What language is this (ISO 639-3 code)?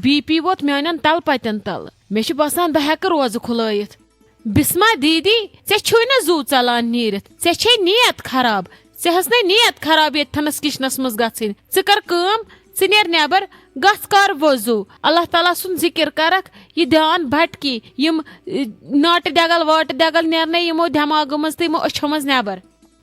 kas